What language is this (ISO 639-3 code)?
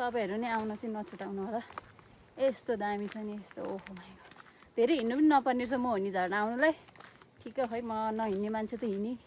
nep